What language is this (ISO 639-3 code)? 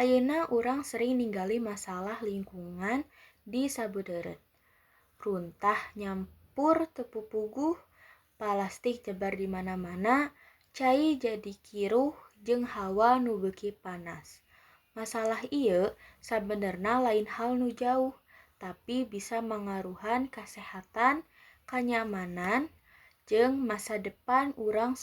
sun